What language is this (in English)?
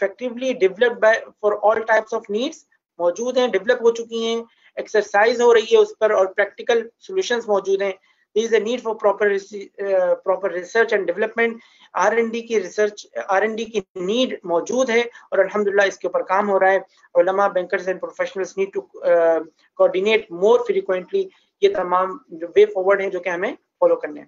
Urdu